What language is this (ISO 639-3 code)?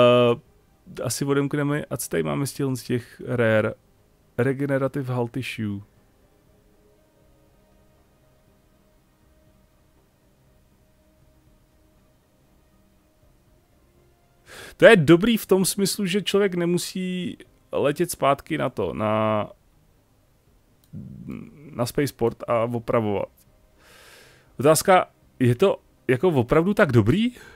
ces